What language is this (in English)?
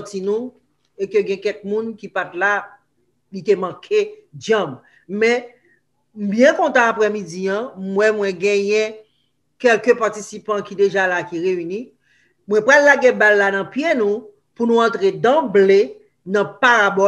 Haitian Creole